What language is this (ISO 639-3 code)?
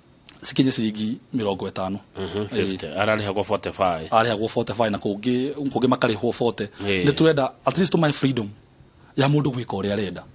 kik